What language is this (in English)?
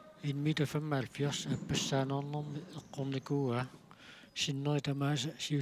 Kalaallisut